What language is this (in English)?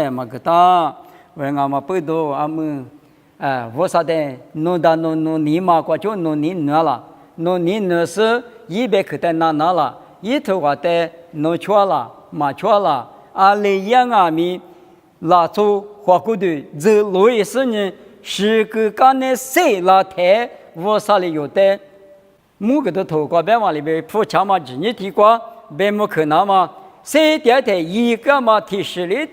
Lisu